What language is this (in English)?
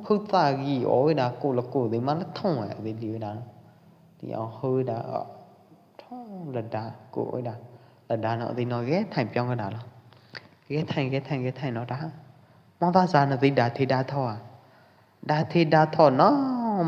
Pwo Eastern Karen